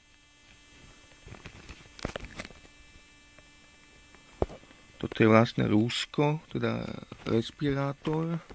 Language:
Slovak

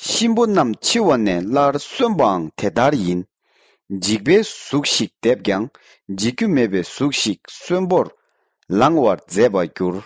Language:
Tibetan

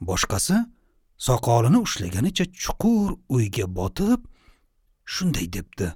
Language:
Uzbek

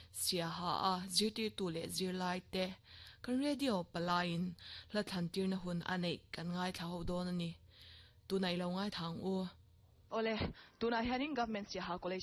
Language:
Mizo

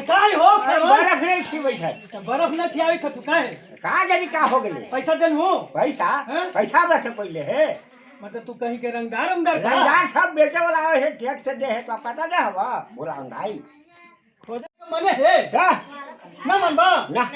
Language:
Magahi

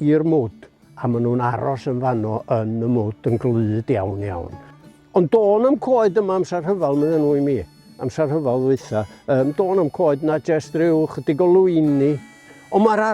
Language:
Welsh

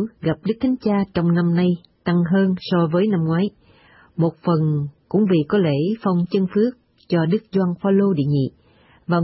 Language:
Vietnamese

